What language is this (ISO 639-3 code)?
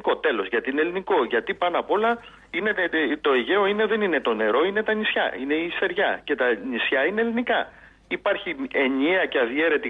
ell